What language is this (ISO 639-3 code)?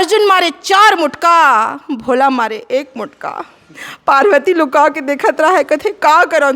hne